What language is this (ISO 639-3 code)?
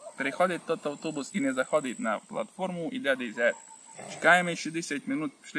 rue